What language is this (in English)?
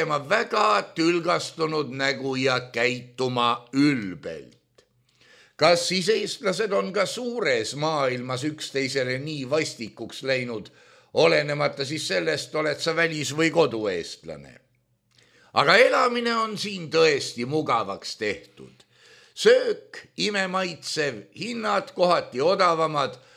Estonian